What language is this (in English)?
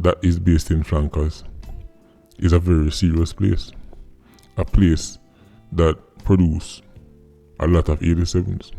Jamaican Creole English